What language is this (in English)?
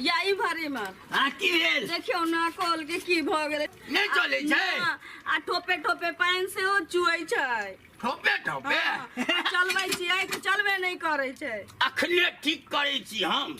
Maithili